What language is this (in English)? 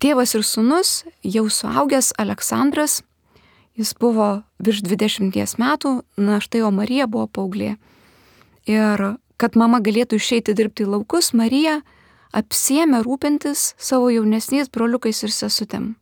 Lithuanian